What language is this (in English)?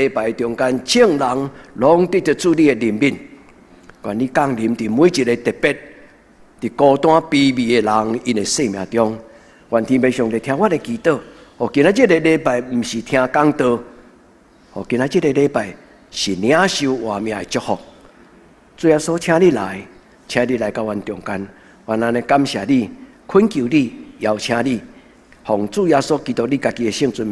Min Nan Chinese